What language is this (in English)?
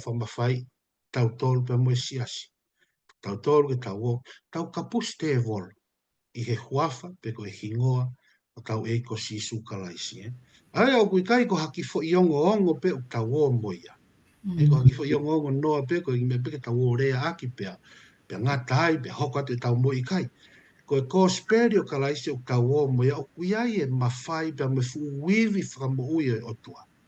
Tongan